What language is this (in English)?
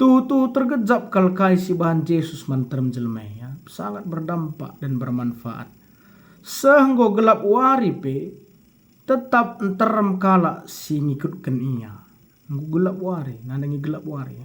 Batak Karo